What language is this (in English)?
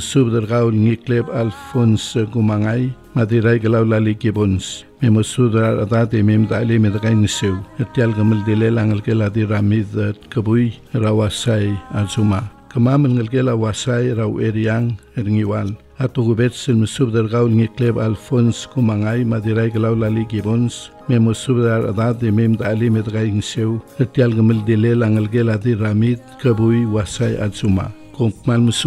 Palauan